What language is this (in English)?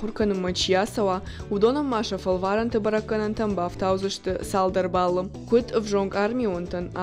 Ossetic